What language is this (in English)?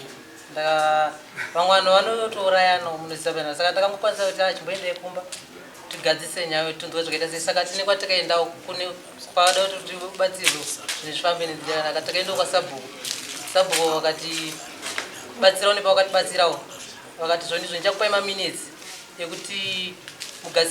Shona